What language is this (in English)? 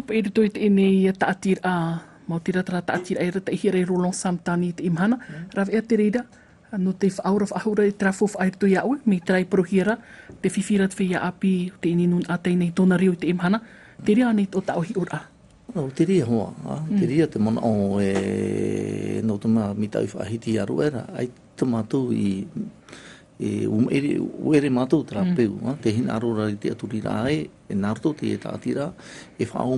Tahitian